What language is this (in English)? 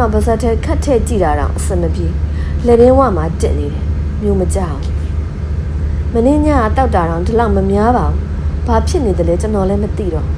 Burmese